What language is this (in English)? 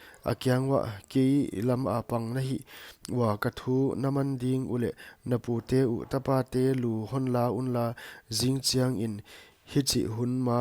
Paite Chin